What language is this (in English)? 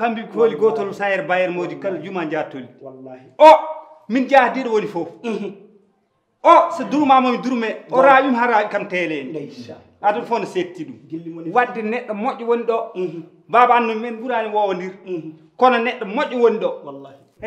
Fula